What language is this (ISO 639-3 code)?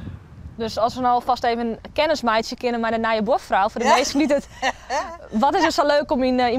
fry